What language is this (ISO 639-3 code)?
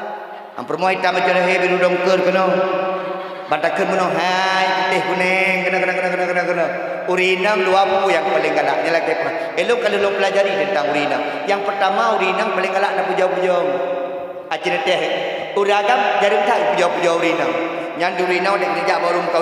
ace